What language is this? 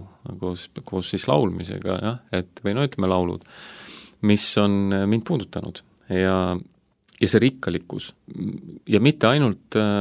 Estonian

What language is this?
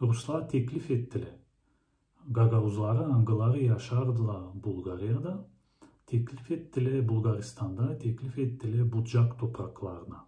Gagauz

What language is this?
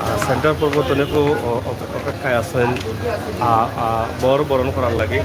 Sylheti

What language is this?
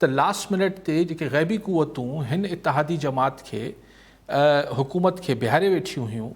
Sindhi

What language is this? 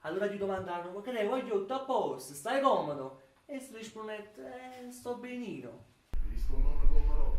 Neapolitan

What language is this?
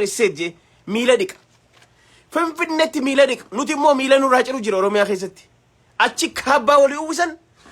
Oromo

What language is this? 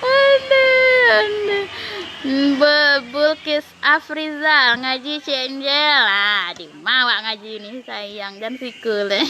Minangkabau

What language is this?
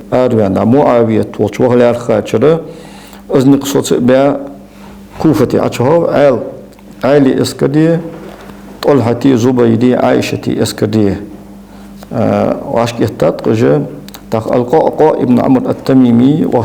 Ingush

